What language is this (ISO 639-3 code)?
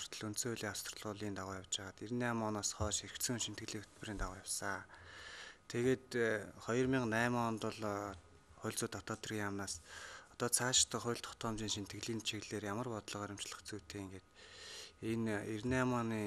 mon